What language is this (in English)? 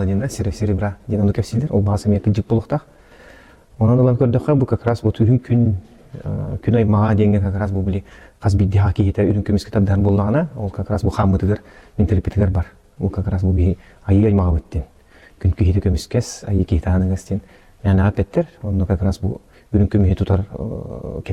Yakut